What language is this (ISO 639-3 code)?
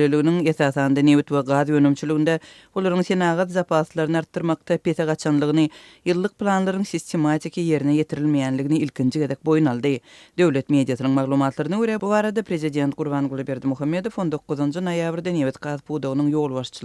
tuk